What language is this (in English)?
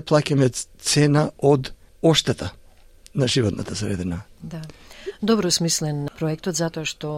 Macedonian